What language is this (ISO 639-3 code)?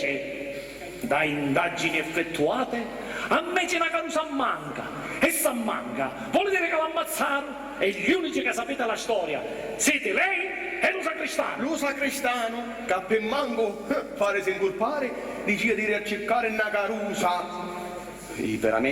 scn